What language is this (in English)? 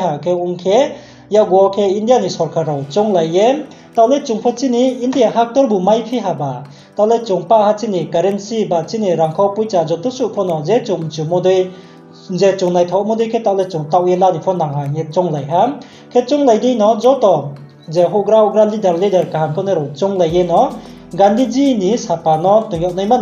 Riang (India)